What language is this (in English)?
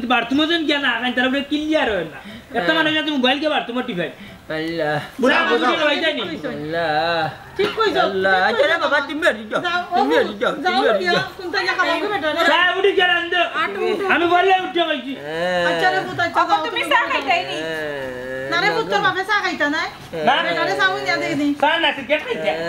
Sylheti